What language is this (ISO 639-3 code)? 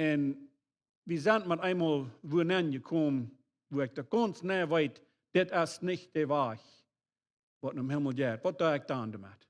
pdt